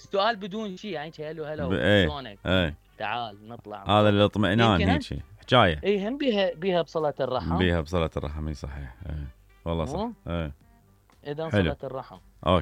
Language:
Mesopotamian Arabic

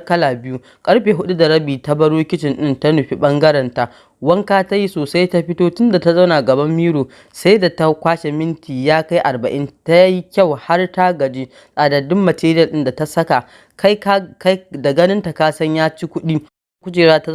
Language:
Hausa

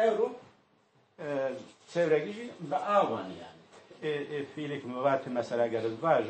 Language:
Zaza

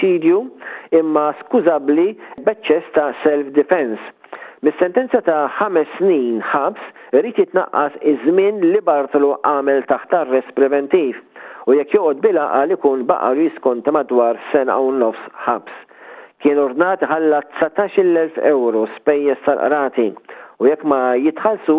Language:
Maltese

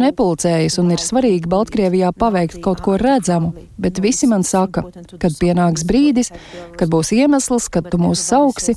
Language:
Latvian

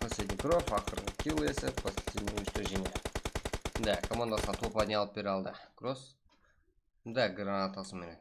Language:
Kara-Kalpak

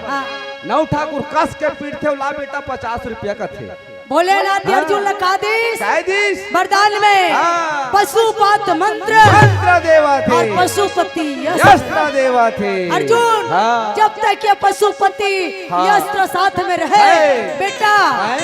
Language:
Chhattisgarhi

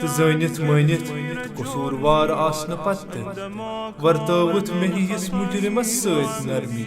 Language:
Kashmiri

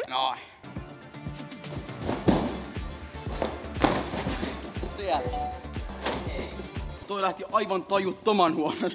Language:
Finnish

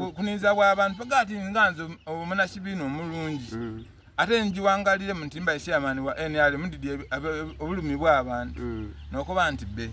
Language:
Soga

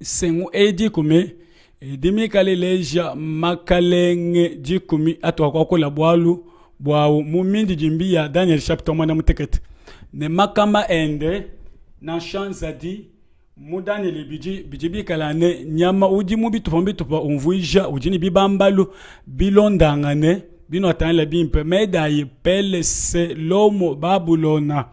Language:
Luba-Lulua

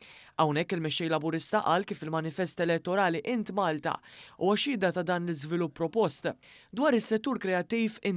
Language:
Maltese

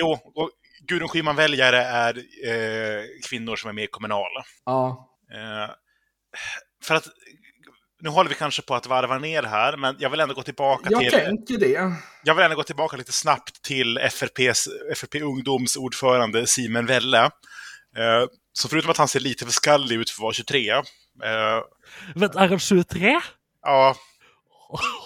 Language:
Swedish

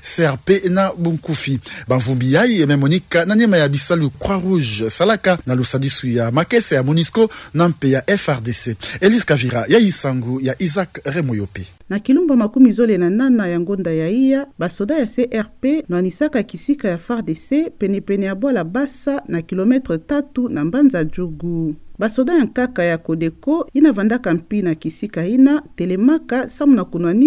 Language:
Kituba (Democratic Republic of Congo)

